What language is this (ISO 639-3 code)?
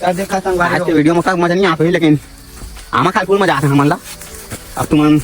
hne